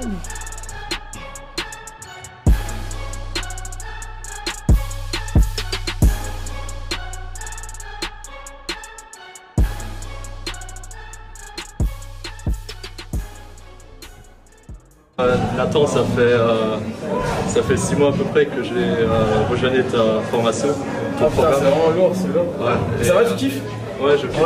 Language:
French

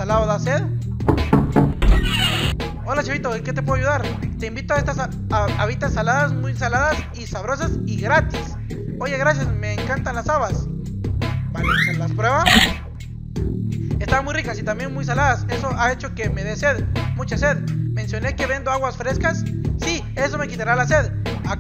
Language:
Spanish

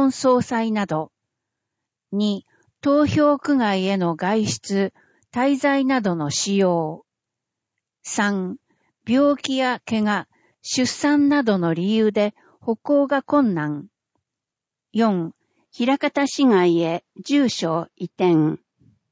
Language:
Japanese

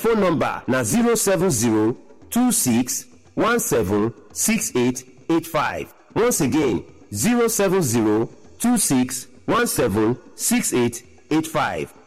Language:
Nigerian Pidgin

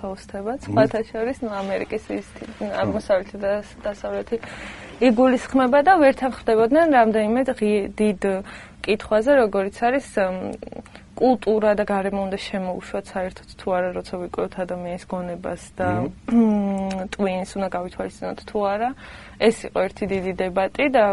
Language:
Georgian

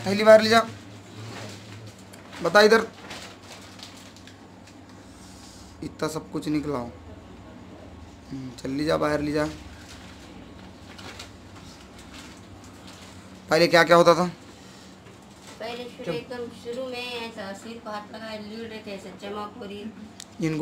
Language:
Hindi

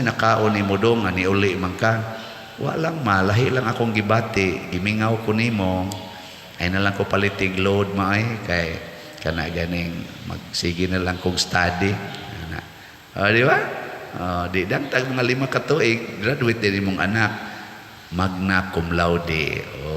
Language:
Cebuano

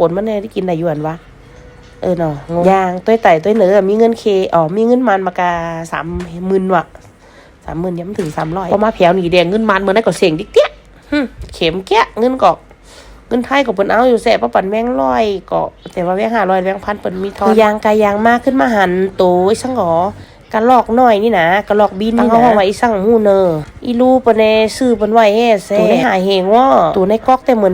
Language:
Shan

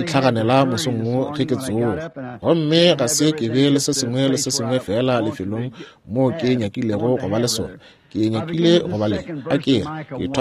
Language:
Northern Sotho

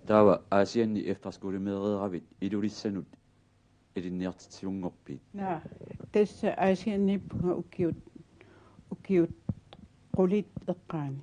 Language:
Kalaallisut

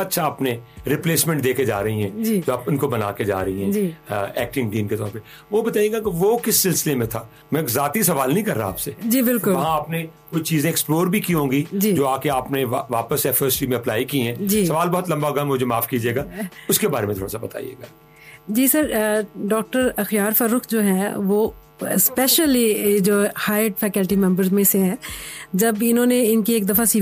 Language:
Urdu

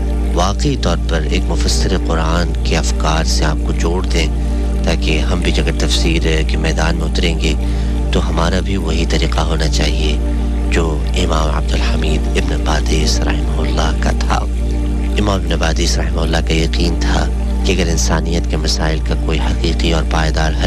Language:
Urdu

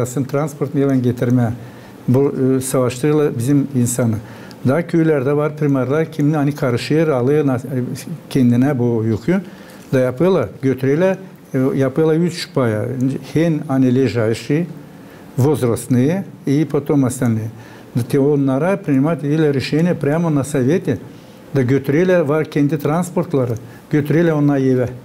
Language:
Gagauz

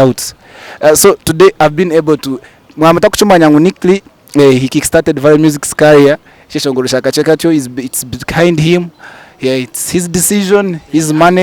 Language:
Nyankole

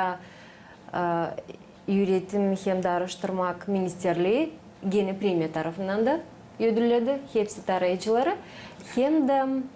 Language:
Gagauz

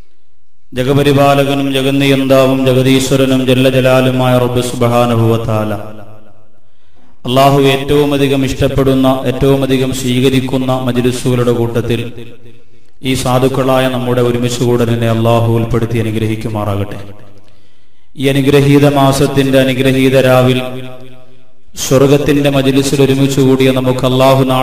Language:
Malayalam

